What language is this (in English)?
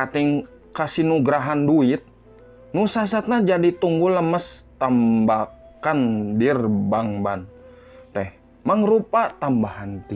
Sundanese